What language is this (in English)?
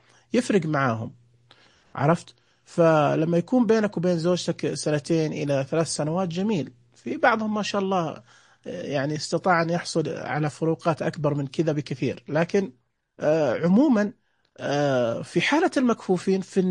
Najdi Arabic